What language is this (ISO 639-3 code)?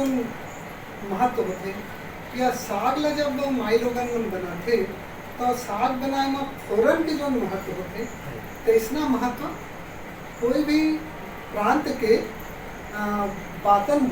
hne